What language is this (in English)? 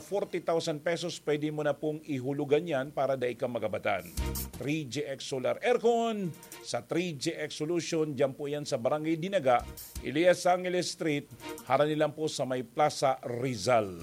Bikol